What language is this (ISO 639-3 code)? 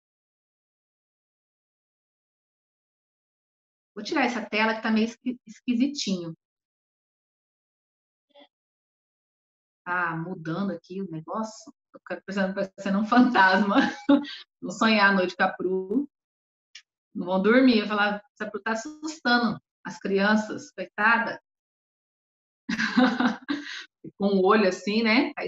por